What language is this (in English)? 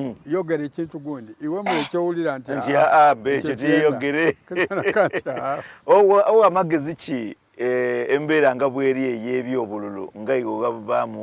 Soga